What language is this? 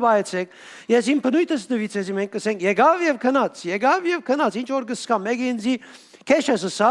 Western Armenian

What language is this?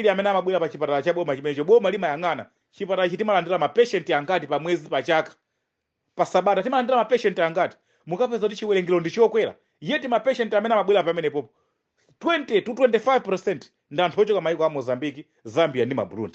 Nyanja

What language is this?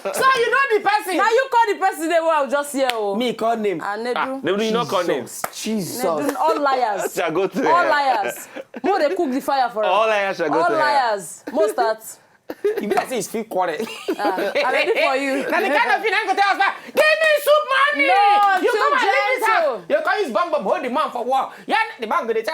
Nigerian Pidgin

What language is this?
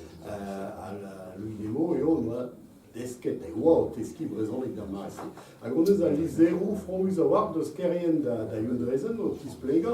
Breton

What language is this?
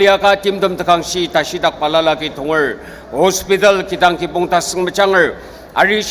Ao Naga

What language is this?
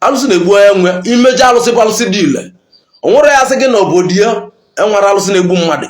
Igbo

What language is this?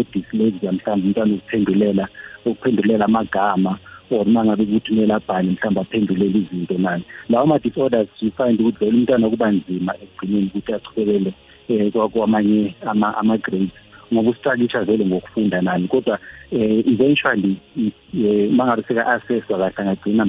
South Ndebele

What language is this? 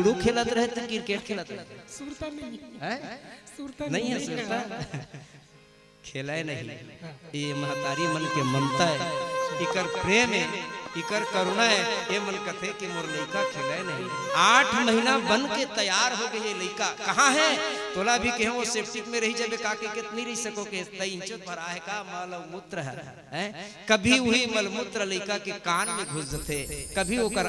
Chhattisgarhi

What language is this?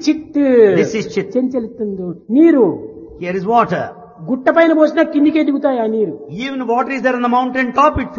Telugu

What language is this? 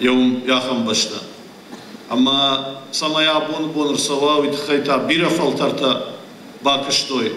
Ossetic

